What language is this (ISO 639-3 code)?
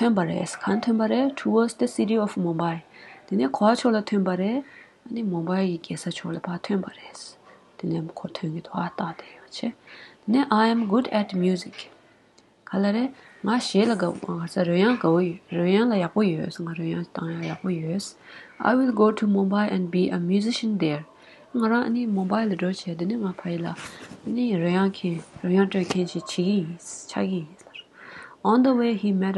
bod